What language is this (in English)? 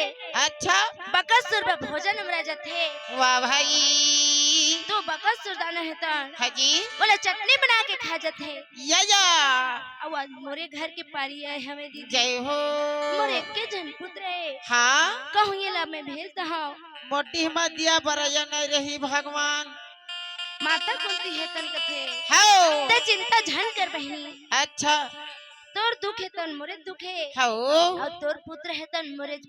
Chhattisgarhi